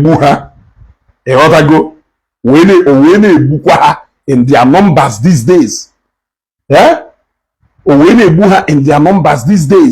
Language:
Igbo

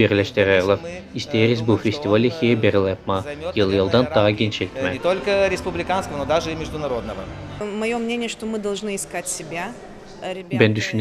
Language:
Gagauz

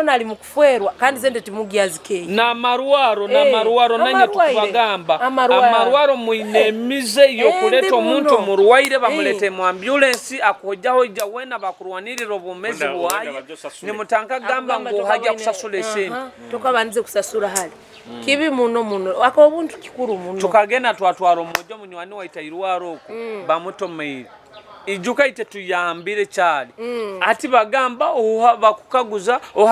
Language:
Nyoro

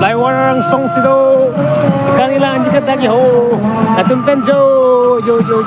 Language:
Karbi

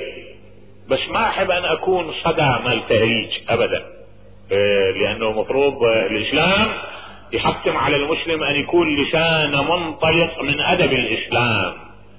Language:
Mesopotamian Arabic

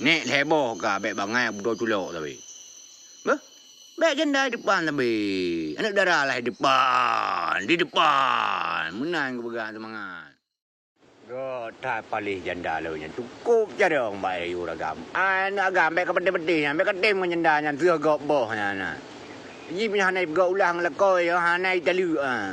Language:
Achinese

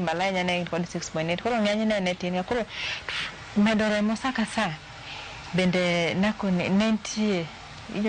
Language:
Luo (Kenya and Tanzania)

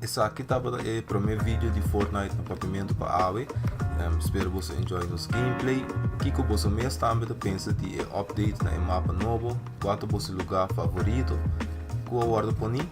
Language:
Papiamento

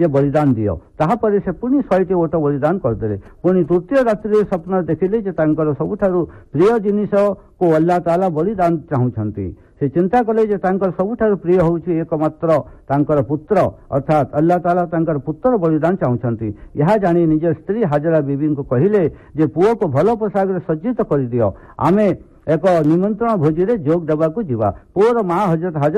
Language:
Odia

